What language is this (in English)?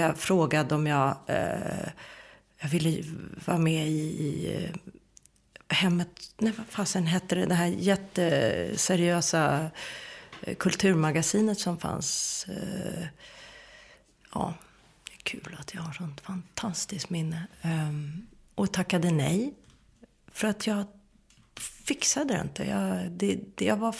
Swedish